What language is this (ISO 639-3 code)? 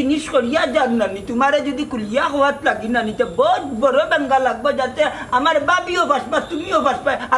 syl